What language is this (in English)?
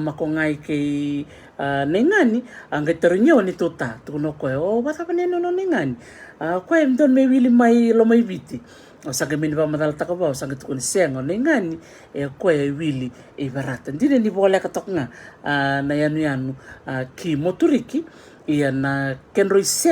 Fijian